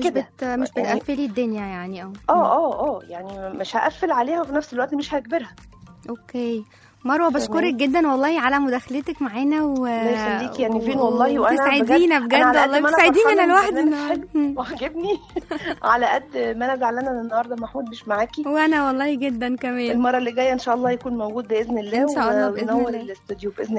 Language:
Egyptian Arabic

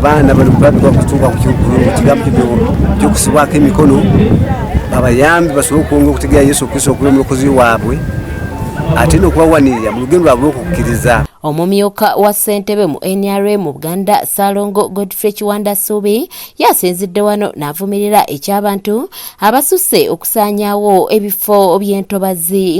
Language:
Ganda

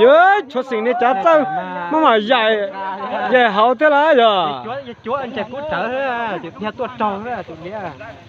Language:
Hmong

